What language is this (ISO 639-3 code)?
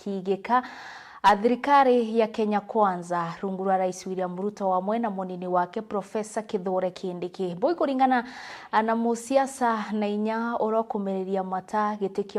mer